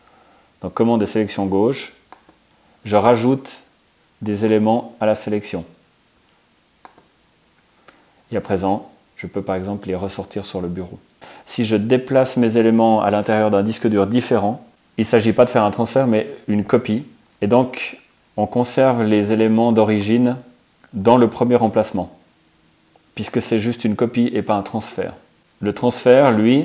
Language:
French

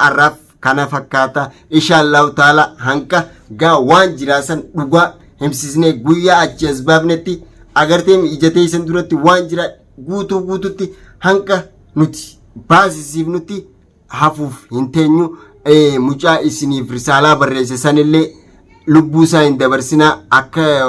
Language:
Oromo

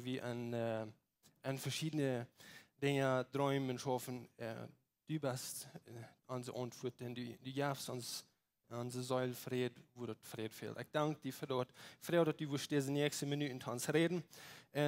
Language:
Plautdietsch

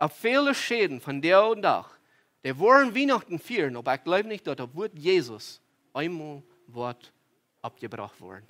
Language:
Plautdietsch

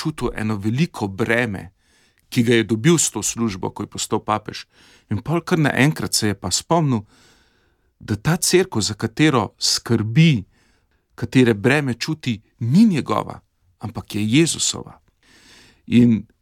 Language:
Slovenian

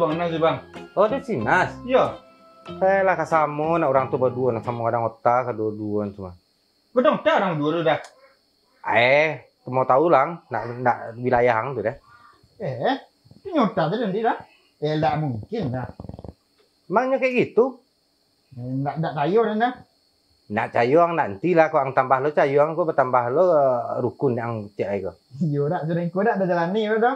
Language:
Minangkabau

